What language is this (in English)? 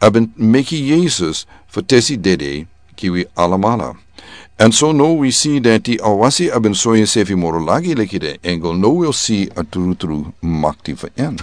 Sranan Tongo